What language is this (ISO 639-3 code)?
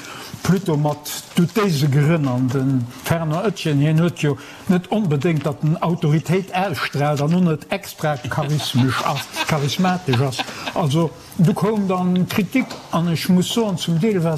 ltz